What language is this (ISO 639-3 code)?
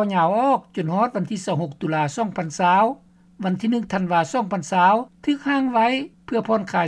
lao